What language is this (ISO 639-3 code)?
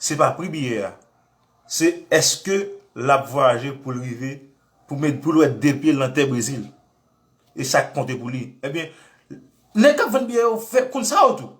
hat